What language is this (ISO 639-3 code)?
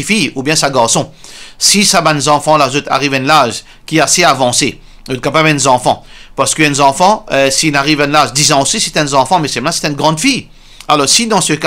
mfe